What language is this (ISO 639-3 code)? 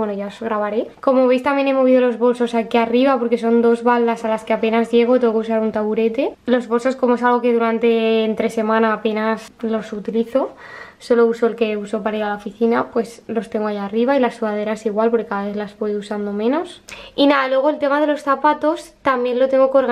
spa